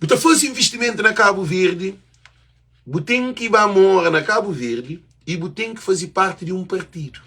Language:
Kabuverdianu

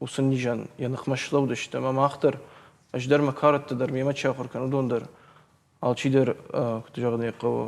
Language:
Ossetic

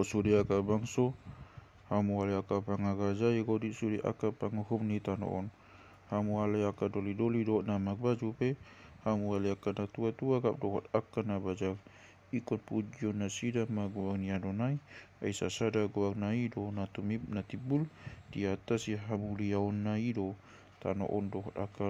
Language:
Batak Toba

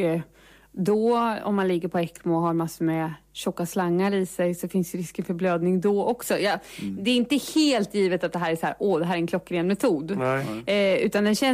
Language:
Swedish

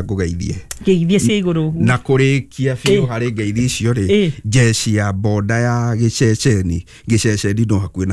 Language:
Kikuyu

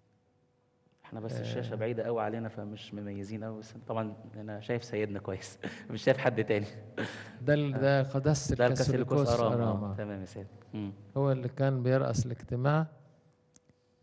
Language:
Egyptian Arabic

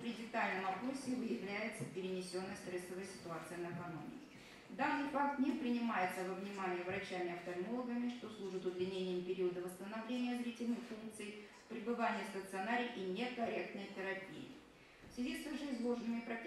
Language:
Russian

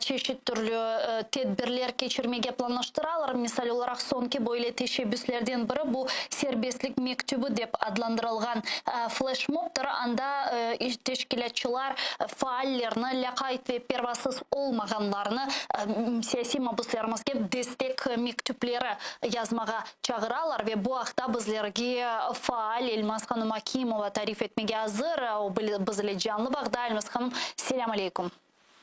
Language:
Crimean Tatar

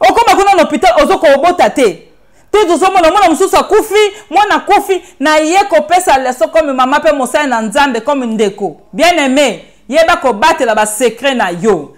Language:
Lingala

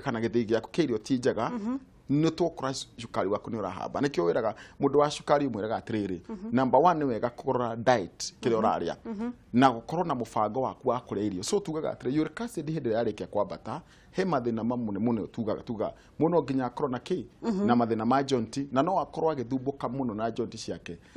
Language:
Kikuyu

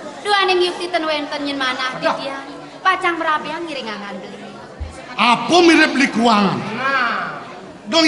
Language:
Balinese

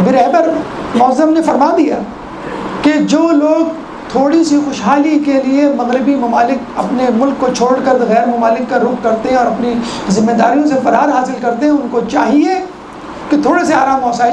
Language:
Urdu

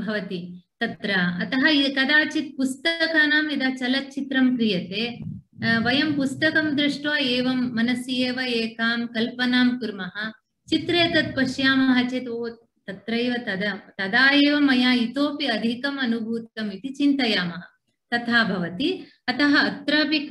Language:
Sanskrit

